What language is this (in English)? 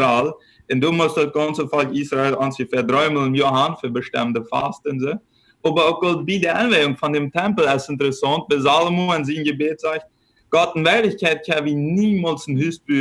Plautdietsch